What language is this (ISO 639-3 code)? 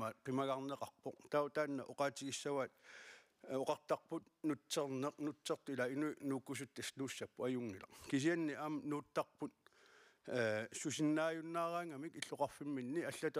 kal